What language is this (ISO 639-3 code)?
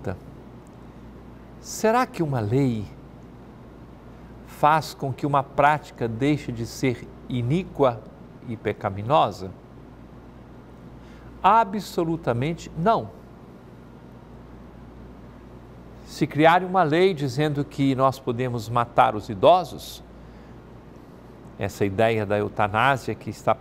por